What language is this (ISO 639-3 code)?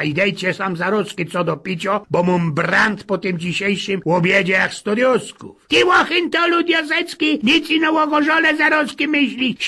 szl